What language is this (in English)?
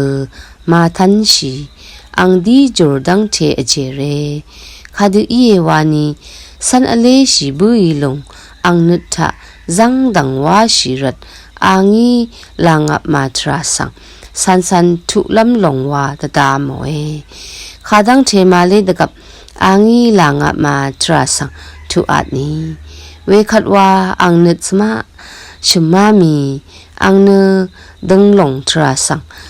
Rawang